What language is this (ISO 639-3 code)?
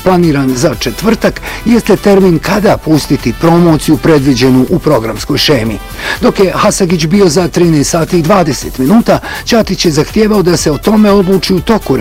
bos